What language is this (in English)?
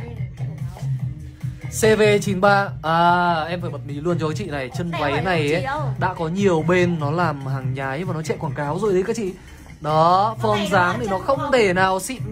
Vietnamese